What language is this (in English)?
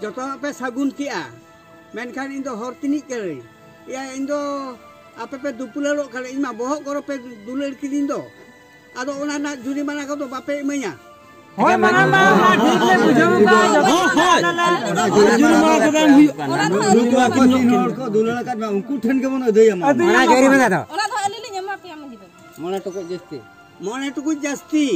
Santali